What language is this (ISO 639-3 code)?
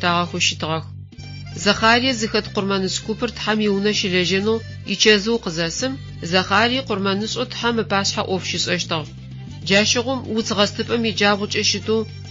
ady